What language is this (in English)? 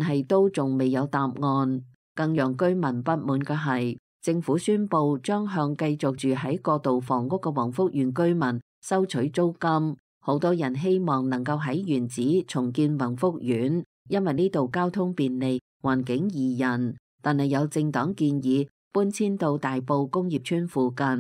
Cantonese